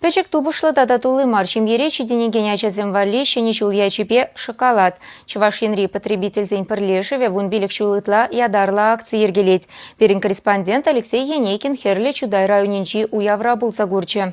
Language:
Chuvash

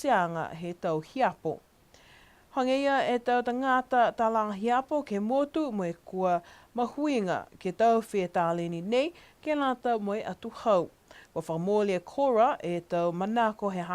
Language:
Niuean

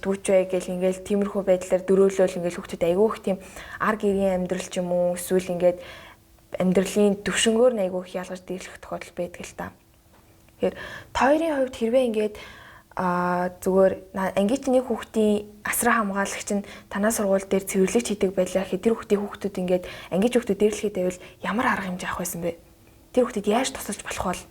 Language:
Mongolian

